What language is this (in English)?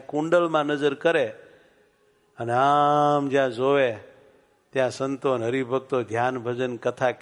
Gujarati